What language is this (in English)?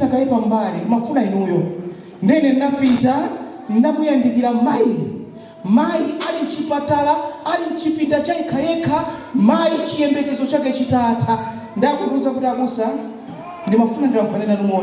Nyanja